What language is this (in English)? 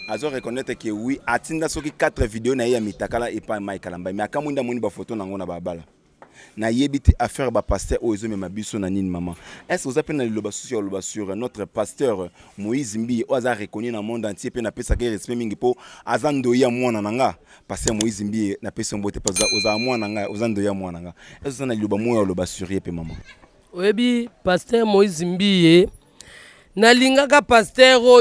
Lingala